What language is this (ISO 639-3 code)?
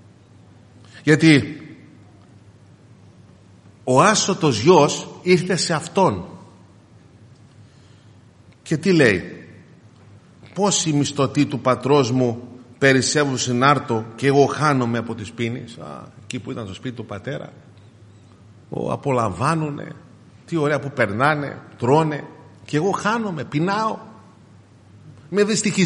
ell